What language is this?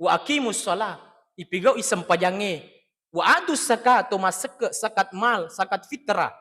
Buginese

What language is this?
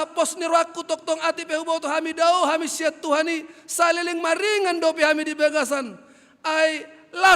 Batak Toba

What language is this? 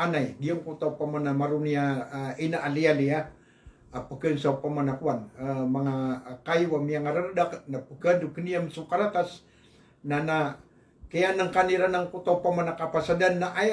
Maranao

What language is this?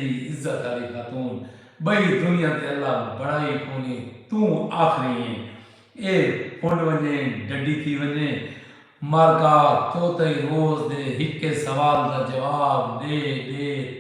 Saraiki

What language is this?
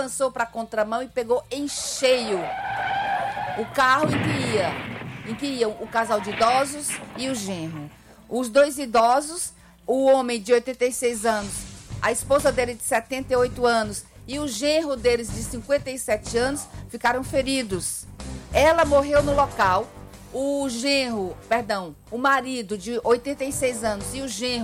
Portuguese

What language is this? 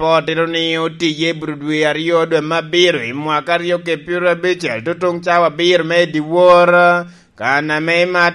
Lango (Uganda)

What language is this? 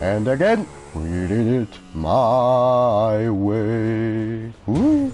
Swiss German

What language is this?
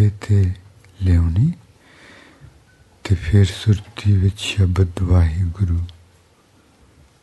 Punjabi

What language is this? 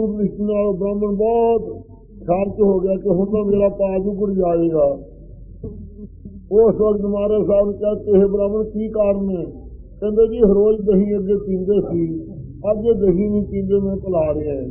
Punjabi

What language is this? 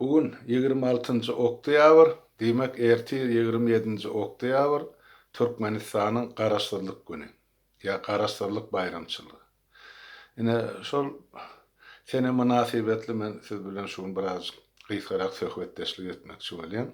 Turkmen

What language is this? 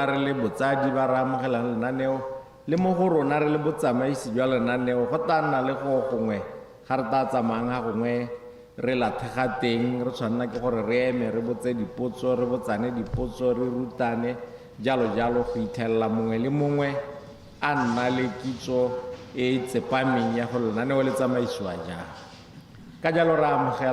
Tswana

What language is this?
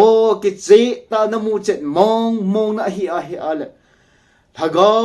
Thado Chin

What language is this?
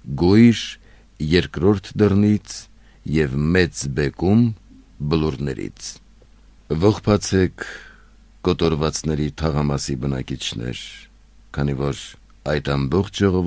Armenian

